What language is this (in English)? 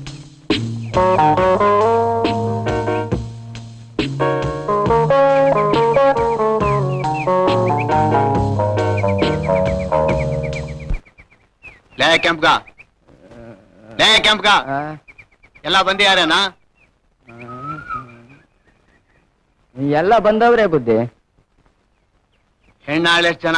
Kannada